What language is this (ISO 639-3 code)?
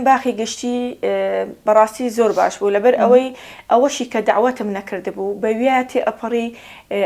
ckb